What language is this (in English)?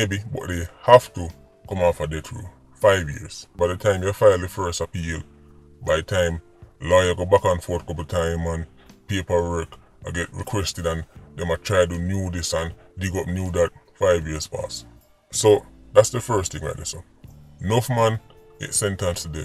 Jamaican Creole English